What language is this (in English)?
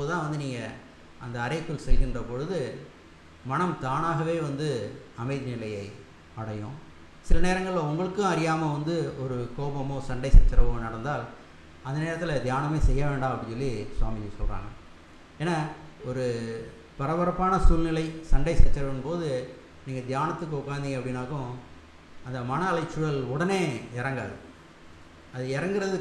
Tamil